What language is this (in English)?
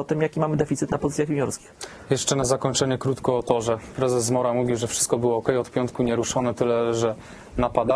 Polish